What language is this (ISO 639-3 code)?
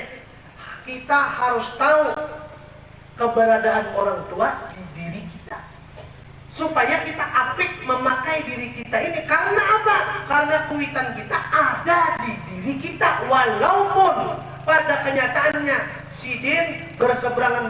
bjn